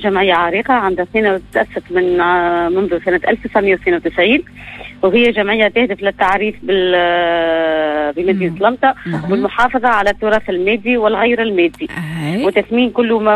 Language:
Tunisian Arabic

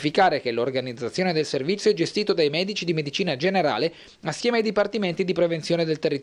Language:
Italian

